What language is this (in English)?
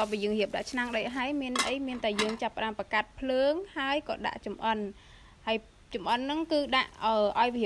Khmer